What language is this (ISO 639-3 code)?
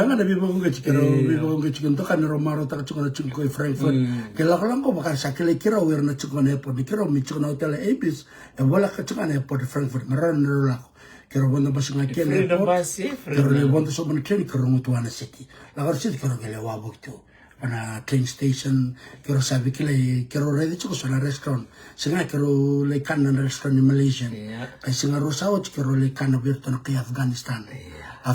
fij